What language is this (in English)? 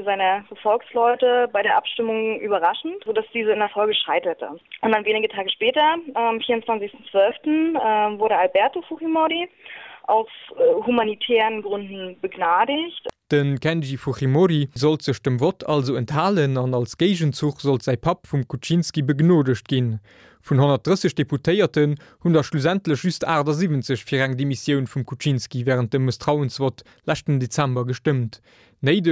Luxembourgish